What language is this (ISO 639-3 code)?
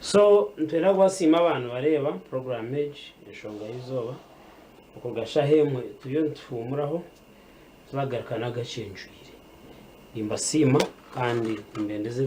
nyn